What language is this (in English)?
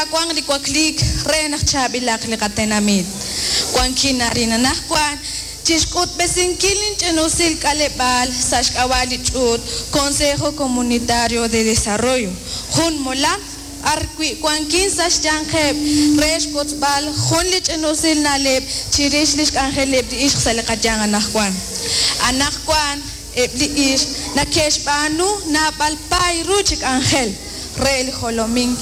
Kekchí